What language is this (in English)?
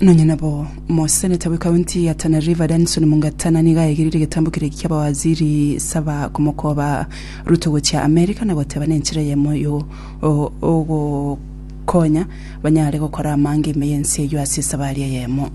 Gusii